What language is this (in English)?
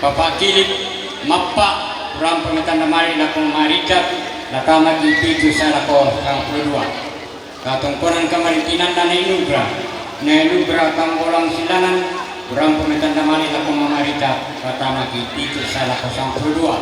Toraja-Sa'dan